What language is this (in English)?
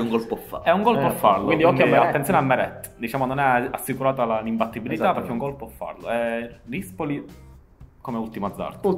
Italian